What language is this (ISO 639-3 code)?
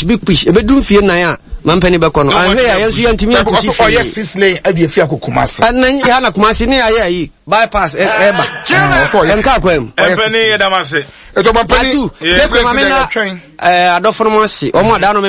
aka